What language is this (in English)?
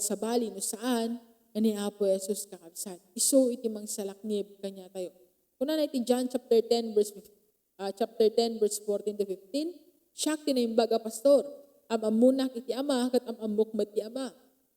Iloko